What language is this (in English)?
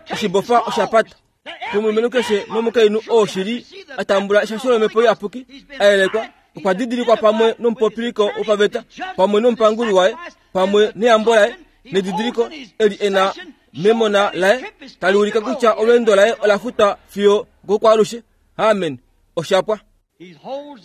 Kuanyama